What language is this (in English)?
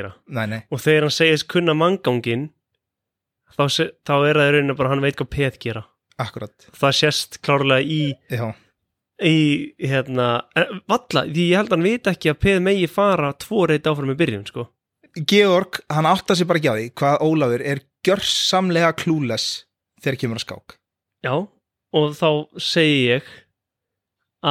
Icelandic